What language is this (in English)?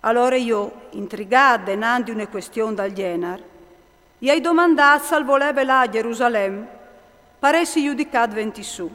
Friulian